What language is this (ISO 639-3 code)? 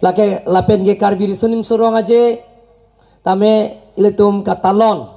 mjw